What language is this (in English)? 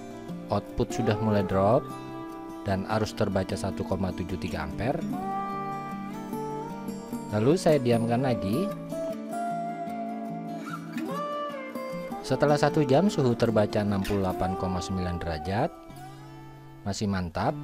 Indonesian